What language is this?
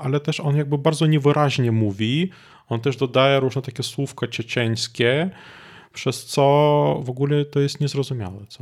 Polish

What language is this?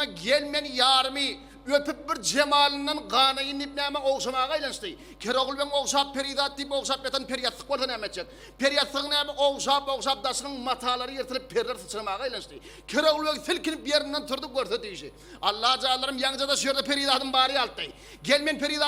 Turkmen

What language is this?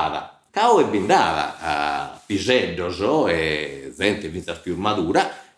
Sardinian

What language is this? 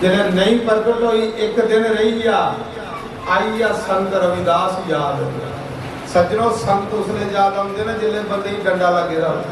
Dogri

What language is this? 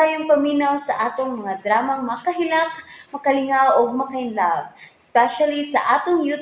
Cebuano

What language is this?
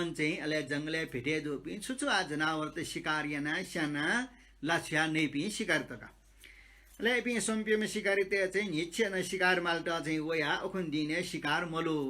Newari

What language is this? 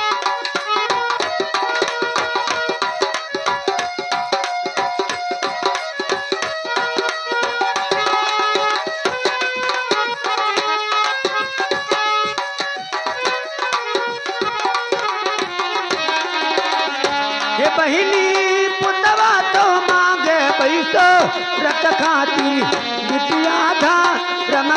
Bhojpuri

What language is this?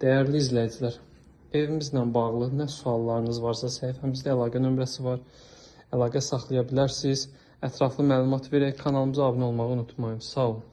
Azerbaijani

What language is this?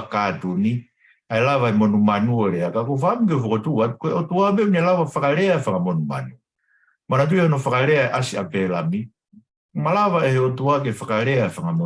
Tongan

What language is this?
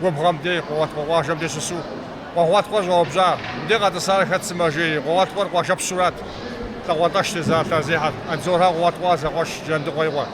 Kabardian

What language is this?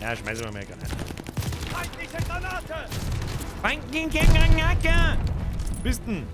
Bavarian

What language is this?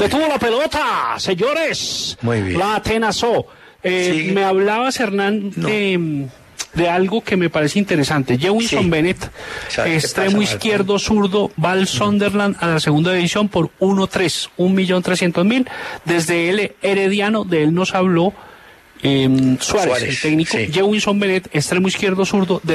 Spanish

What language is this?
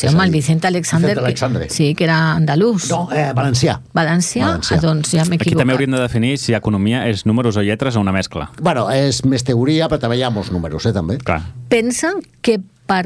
Catalan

